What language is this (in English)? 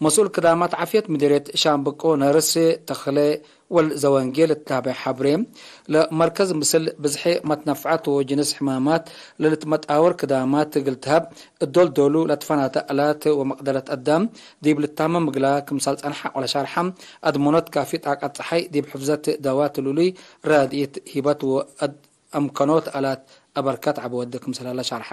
Tigre